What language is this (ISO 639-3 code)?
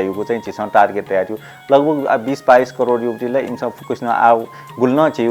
new